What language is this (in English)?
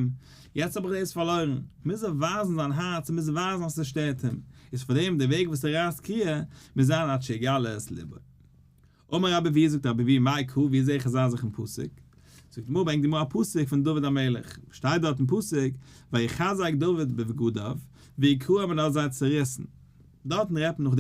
Yiddish